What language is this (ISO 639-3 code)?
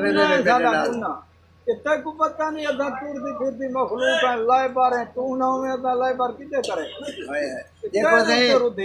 skr